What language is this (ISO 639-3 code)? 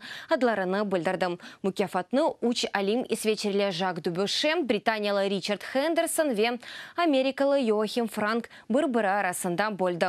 crh